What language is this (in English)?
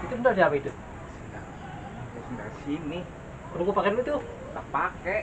Betawi